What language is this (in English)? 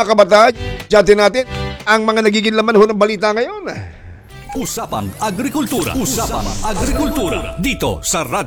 Filipino